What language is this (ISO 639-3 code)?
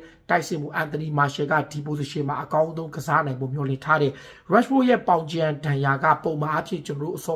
mya